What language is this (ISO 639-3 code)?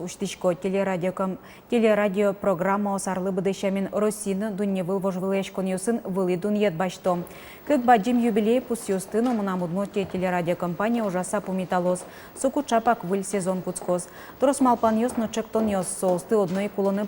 udm